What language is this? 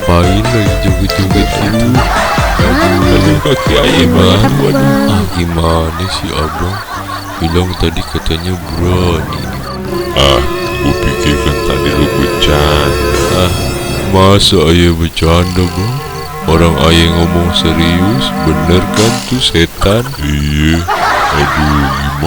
Betawi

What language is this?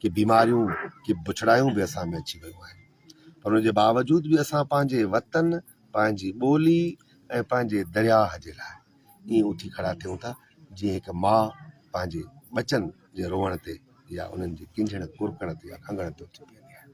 Sindhi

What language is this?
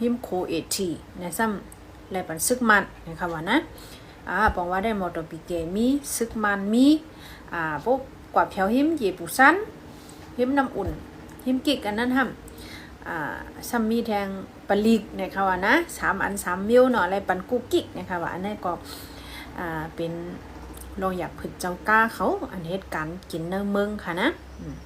Shan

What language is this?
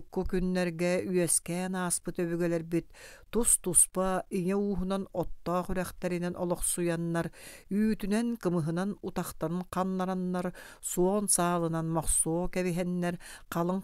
Yakut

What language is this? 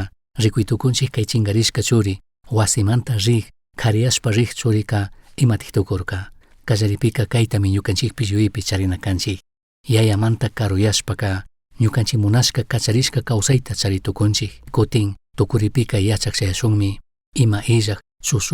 Chimborazo Highland Quichua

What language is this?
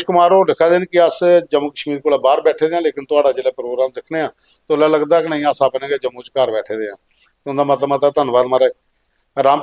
Dogri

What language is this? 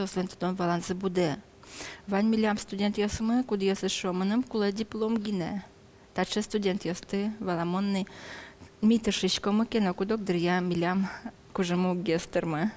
Udmurt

